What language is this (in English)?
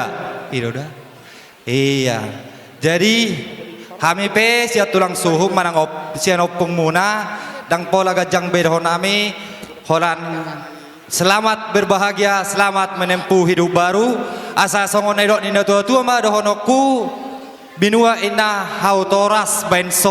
Batak Toba